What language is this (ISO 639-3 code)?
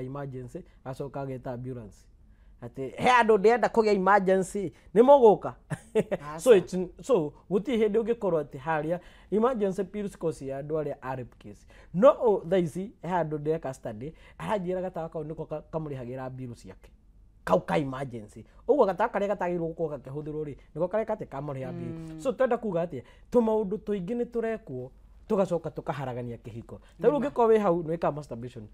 kik